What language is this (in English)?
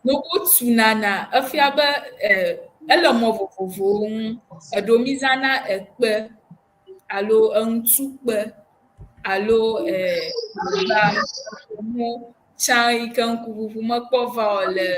Ewe